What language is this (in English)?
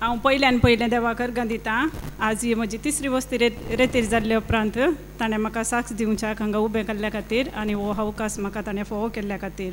Konkani